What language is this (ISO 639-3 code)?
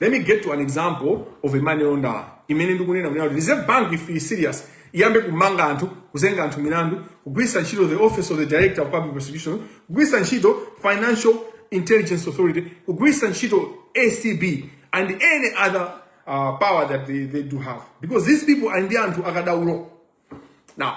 nya